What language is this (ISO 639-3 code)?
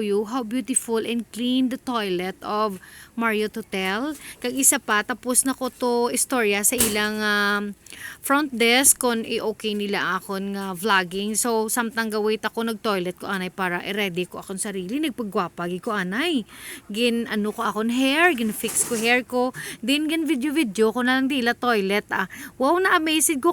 hil